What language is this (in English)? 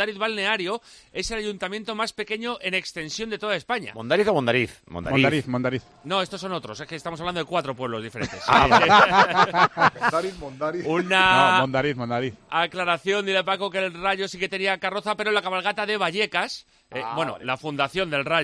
Spanish